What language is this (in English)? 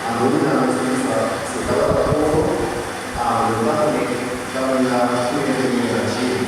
Papiamento